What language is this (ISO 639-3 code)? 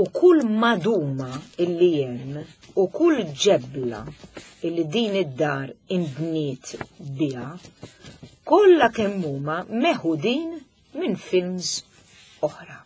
mlt